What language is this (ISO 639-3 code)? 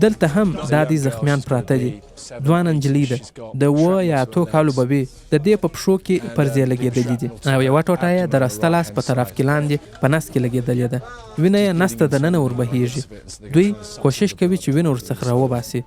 pus